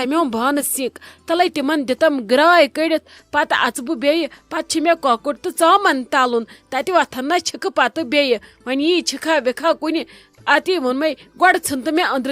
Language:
Kashmiri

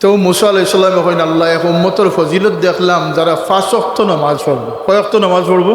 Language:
Sylheti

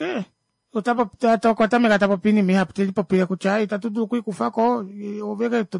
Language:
Kuanyama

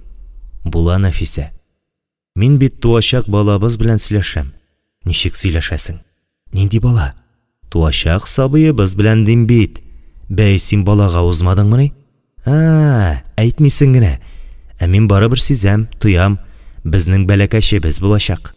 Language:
Tatar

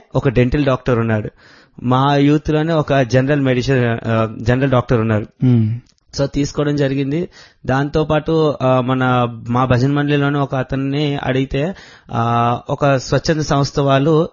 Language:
Telugu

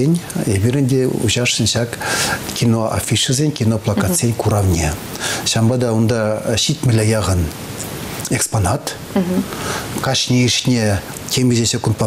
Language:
Chuvash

